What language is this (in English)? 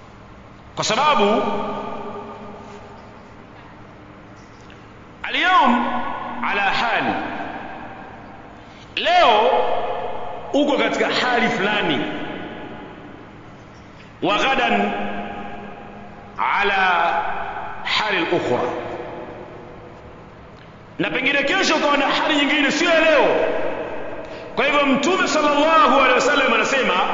Swahili